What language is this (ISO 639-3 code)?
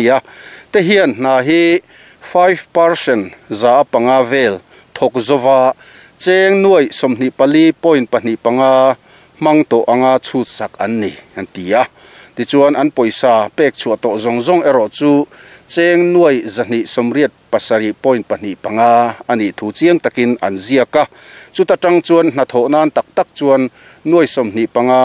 lus